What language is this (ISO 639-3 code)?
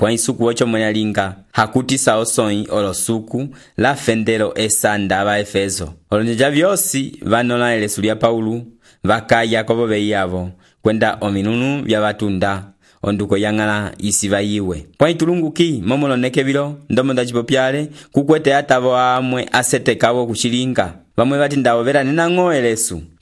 umb